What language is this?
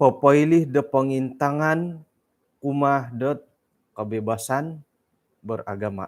Central Dusun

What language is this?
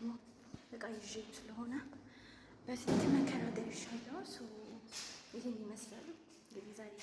Amharic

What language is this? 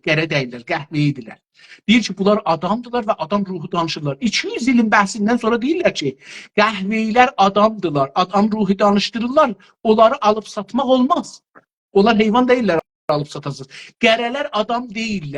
South Azerbaijani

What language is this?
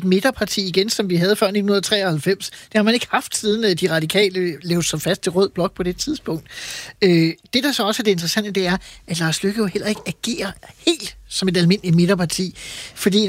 Danish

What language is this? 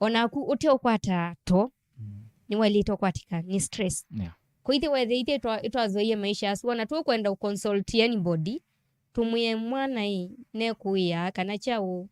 Kamba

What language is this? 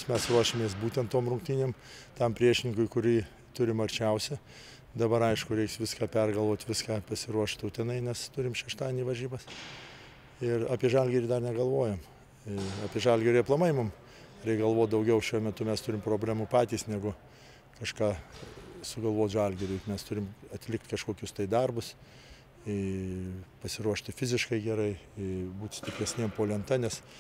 Lithuanian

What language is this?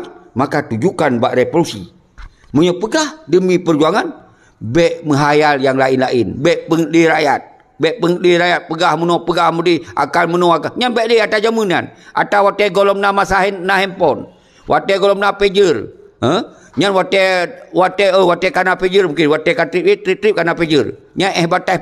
Achinese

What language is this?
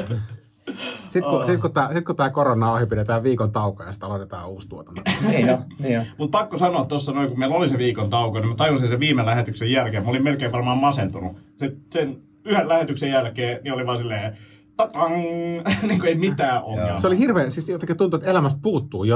Finnish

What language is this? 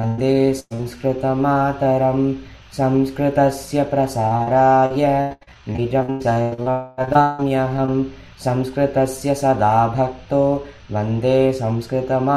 Sanskrit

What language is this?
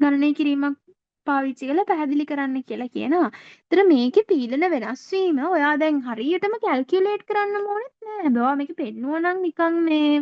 Sinhala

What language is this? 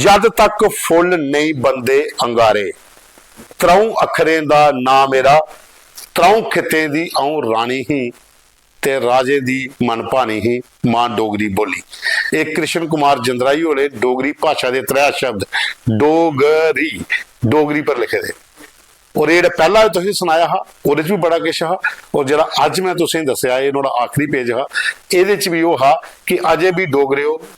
Dogri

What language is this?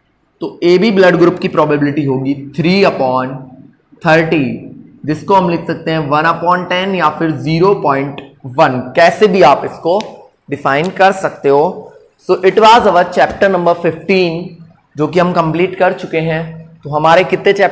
Hindi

